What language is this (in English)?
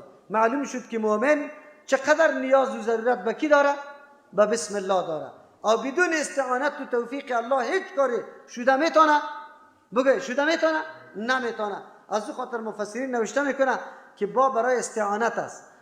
Persian